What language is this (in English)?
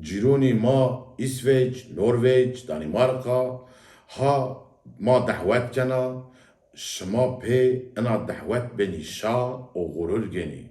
Zaza